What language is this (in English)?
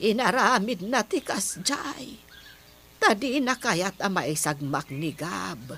Iloko